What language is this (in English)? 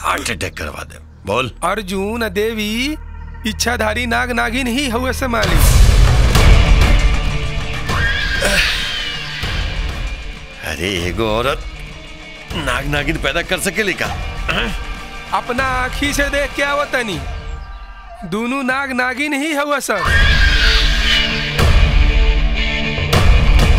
Bhojpuri